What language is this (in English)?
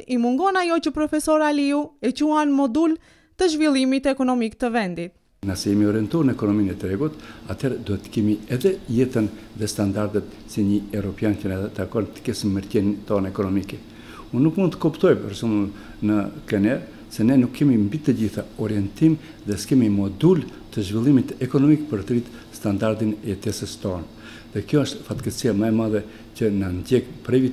Albanian